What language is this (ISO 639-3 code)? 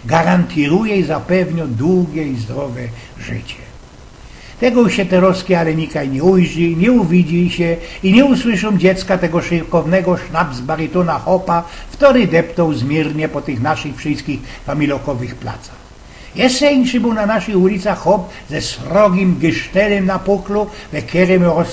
szl